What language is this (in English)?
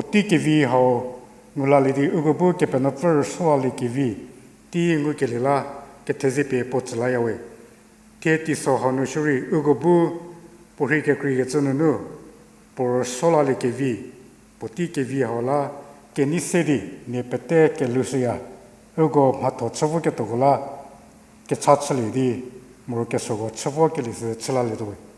Angami Naga